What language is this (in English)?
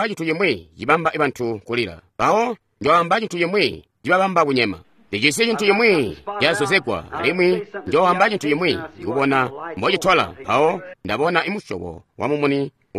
Tonga (Zambia)